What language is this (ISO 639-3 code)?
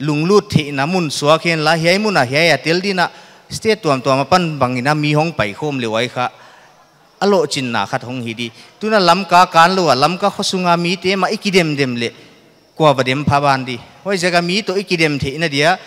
pck